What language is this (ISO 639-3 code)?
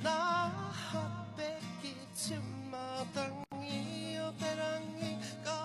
mri